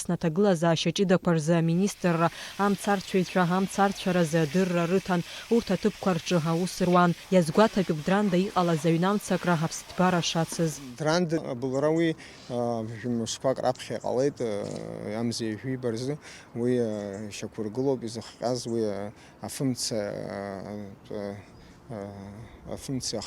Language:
Abkhazian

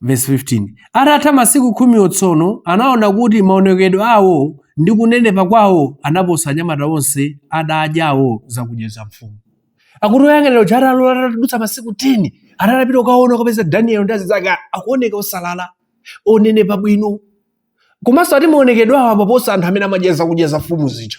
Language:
Nyanja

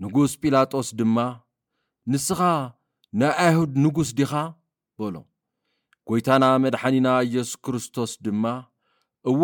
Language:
Tigrinya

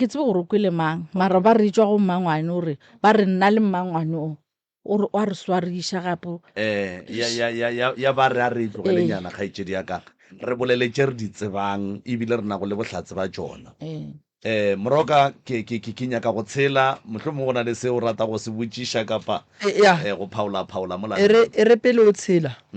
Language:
Northern Sotho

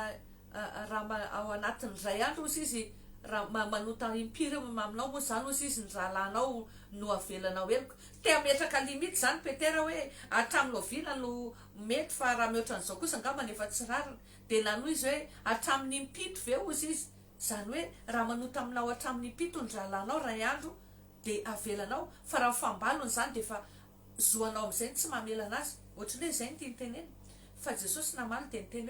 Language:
Malagasy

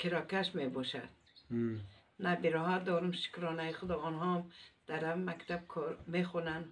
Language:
Tajik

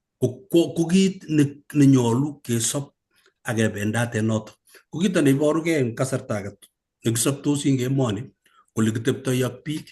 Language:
Kalenjin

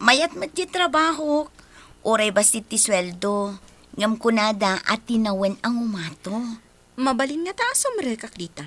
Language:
Iloko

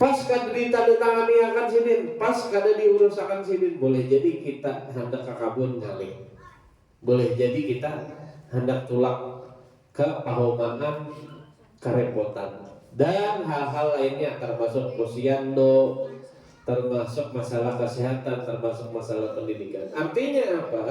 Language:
Banjar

